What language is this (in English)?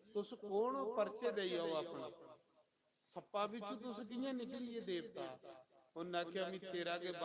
Dogri